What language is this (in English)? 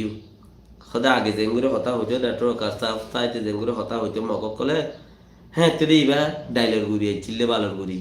Rohingya